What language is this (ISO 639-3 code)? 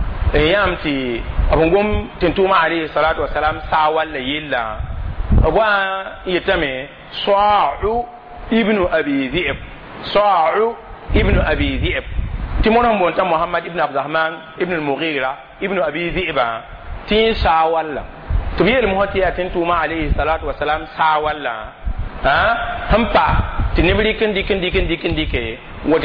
mos